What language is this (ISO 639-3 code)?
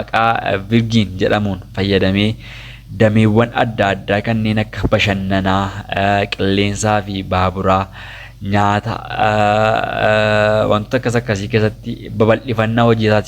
orm